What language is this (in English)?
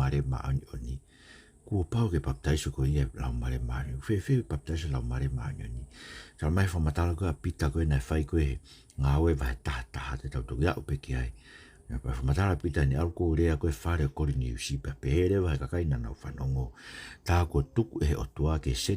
Tongan